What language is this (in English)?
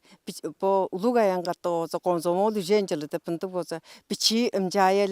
Tuvinian